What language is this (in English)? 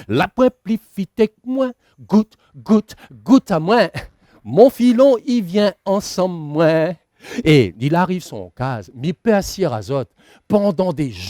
Réunion Creole French